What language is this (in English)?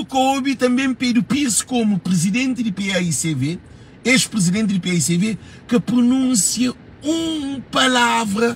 Kabuverdianu